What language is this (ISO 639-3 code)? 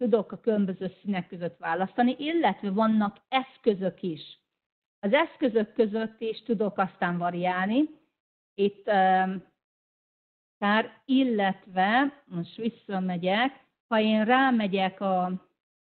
hun